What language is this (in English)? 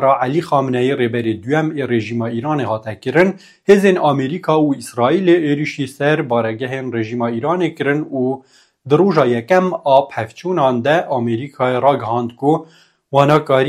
Kurdish